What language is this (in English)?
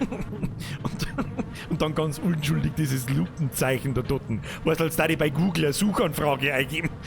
Bavarian